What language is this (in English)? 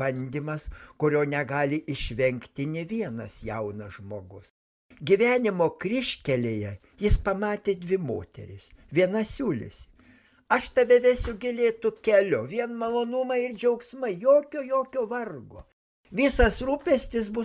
Lithuanian